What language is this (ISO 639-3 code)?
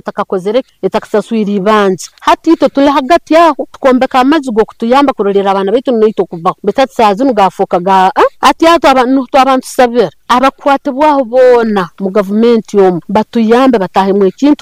nyo